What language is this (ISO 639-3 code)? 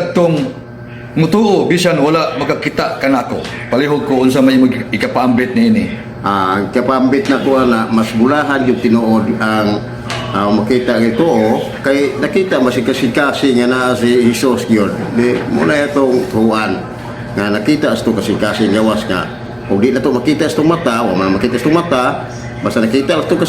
ceb